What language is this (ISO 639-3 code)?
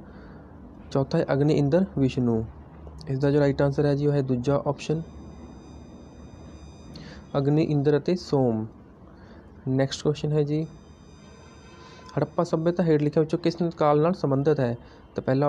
pan